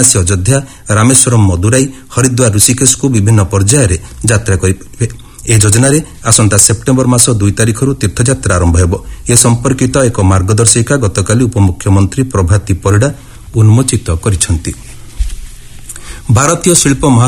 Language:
Odia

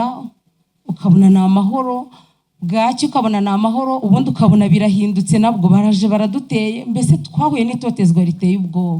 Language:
Kinyarwanda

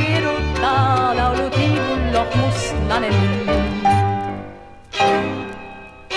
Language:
Estonian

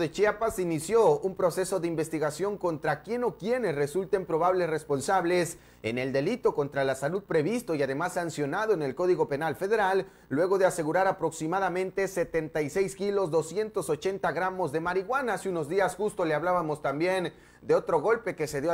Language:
Spanish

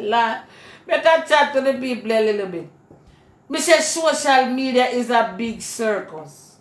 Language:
Jamaican Creole English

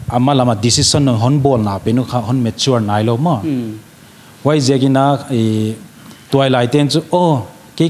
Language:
Paite Chin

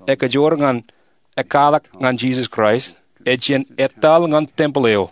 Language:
Marshallese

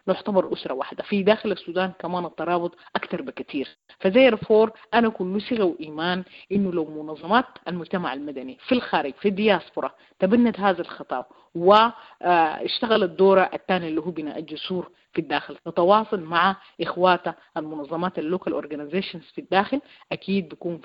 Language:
Sudanese Arabic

